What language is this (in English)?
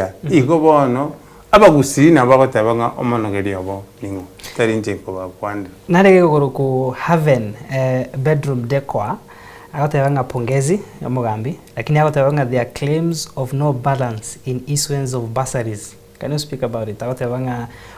Gusii